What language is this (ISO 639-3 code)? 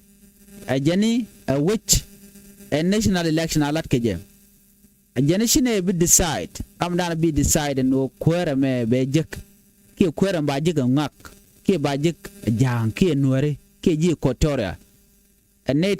nus